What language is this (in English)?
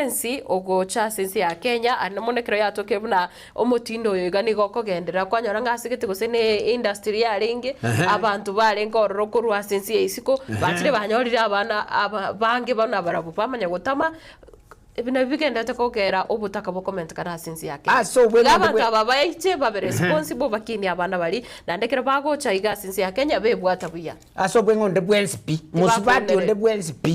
Gusii